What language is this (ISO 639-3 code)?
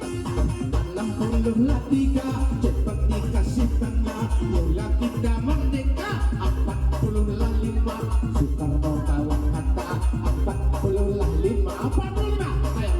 min